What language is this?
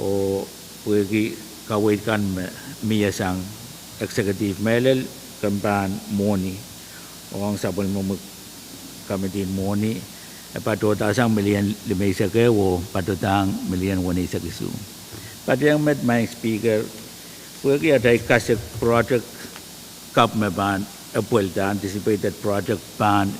Pohnpeian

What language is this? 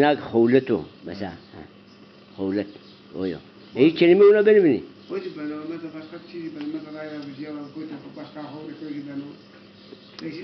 Zaza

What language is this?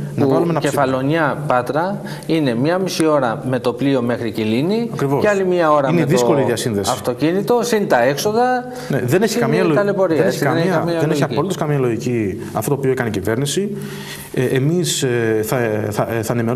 Greek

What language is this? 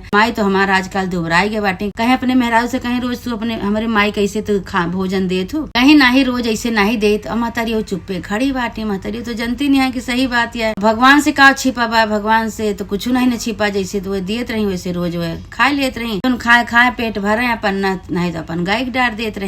Awadhi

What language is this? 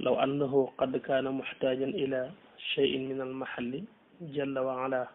Wolof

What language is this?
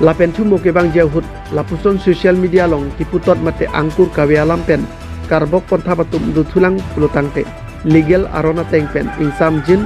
Karbi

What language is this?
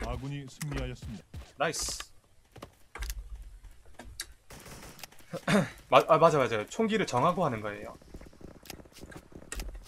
Korean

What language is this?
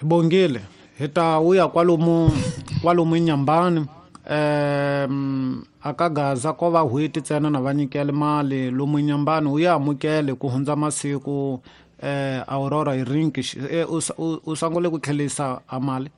Tsonga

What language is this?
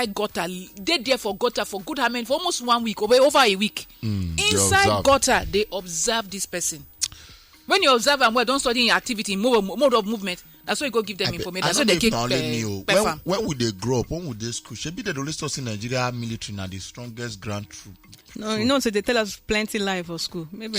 Nigerian Pidgin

